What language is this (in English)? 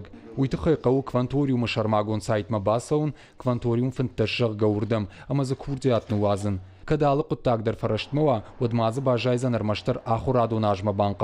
Ossetic